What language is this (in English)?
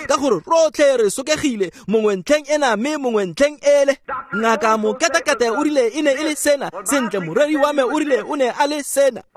Tswana